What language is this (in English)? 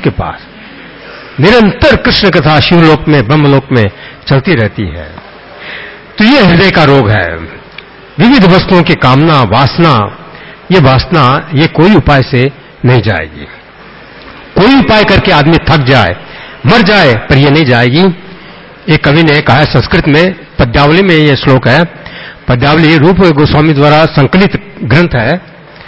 Hindi